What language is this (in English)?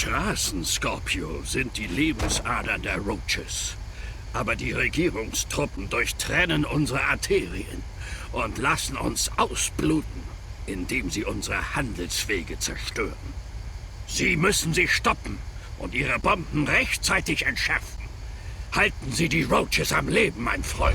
Bavarian